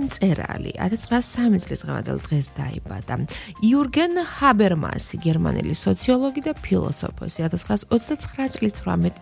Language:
Georgian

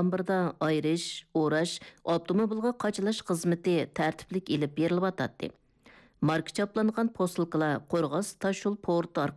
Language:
Uyghur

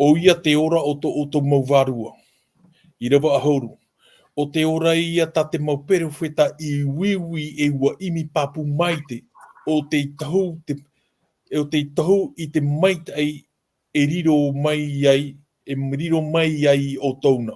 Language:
Tahitian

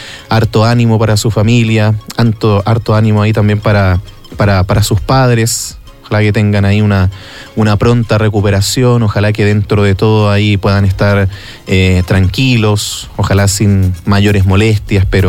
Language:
Spanish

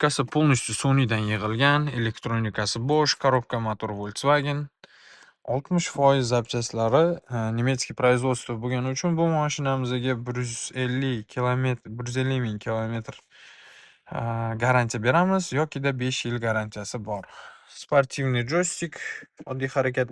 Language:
Uzbek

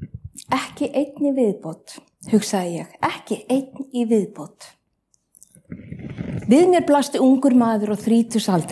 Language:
Icelandic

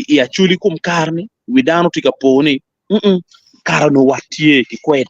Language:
Acoli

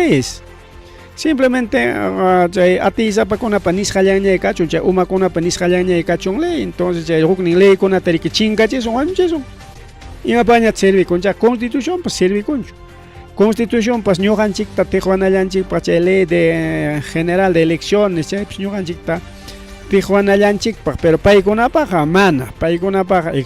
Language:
Ayacucho Quechua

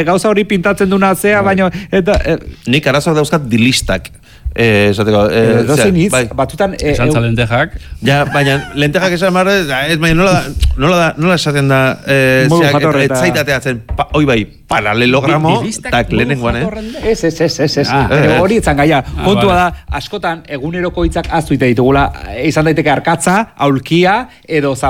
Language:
Basque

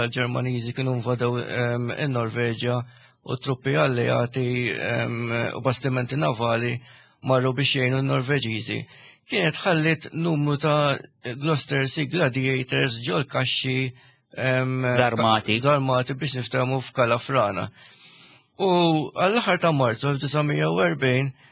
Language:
Maltese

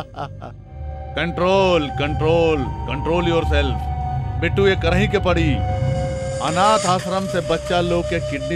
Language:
Bhojpuri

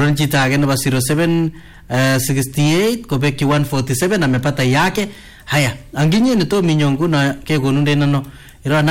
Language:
Swahili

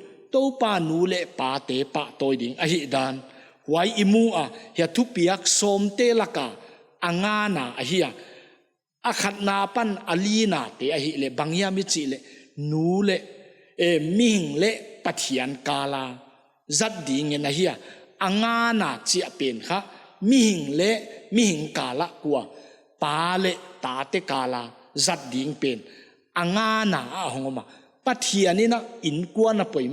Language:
Paite Chin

